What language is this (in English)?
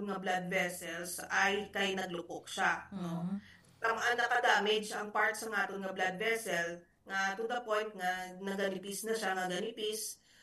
Hiligaynon